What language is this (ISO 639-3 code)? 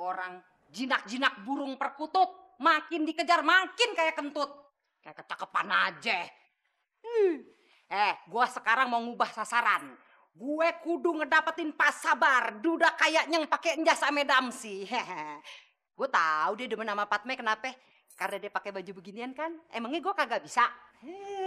bew